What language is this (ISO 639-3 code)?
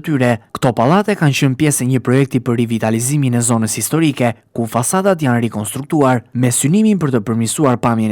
sqi